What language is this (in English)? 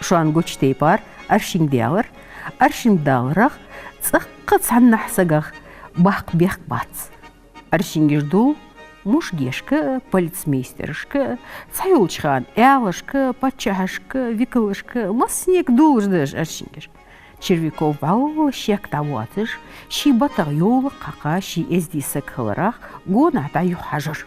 Ingush